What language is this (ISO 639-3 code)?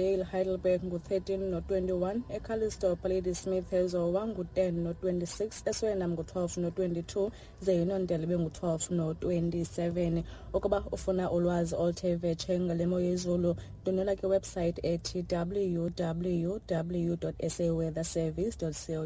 xho